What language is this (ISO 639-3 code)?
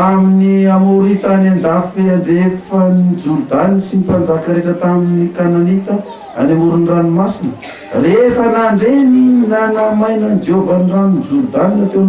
mlg